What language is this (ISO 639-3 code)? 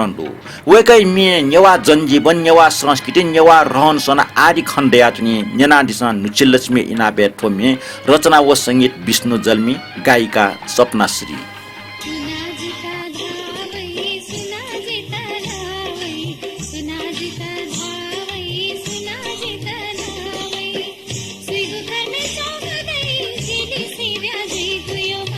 new